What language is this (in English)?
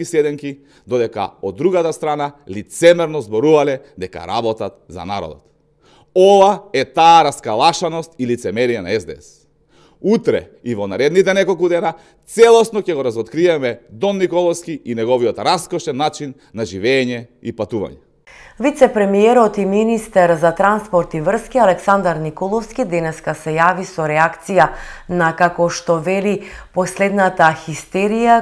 Macedonian